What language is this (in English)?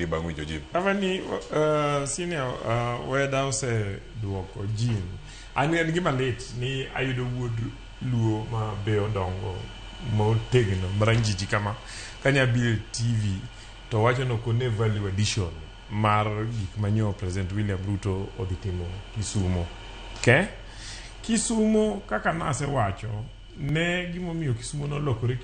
Luo (Kenya and Tanzania)